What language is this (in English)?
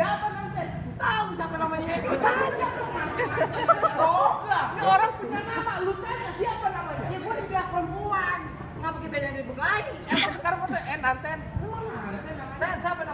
Betawi